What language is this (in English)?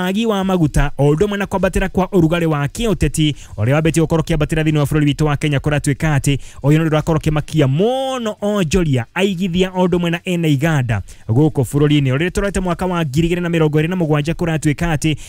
Kikuyu